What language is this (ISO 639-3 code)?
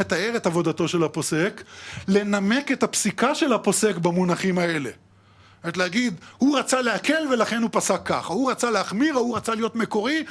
heb